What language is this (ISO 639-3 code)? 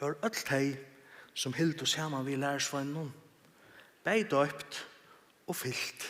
fao